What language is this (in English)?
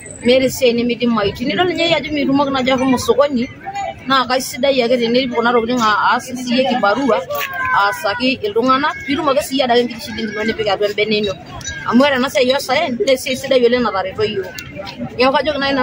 Masai